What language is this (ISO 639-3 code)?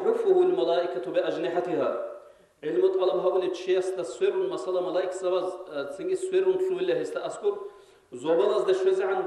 ava